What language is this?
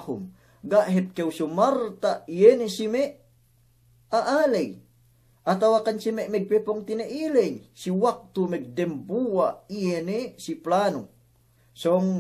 Yakan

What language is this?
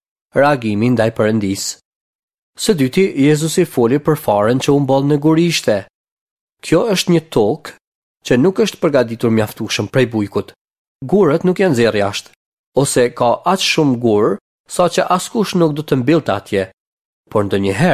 Albanian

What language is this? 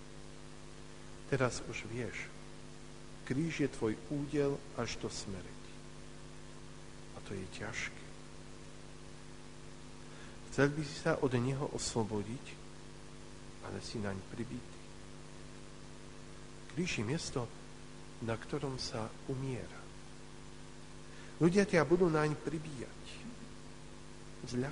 Slovak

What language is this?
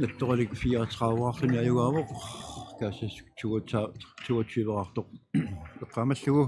Kalaallisut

